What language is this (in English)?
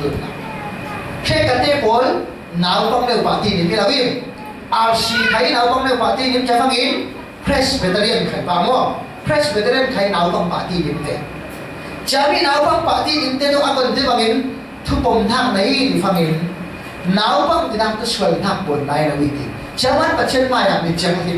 Falam Chin